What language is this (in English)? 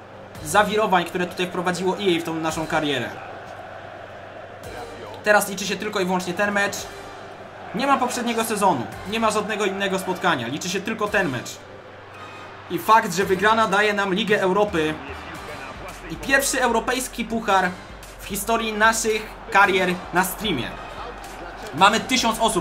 Polish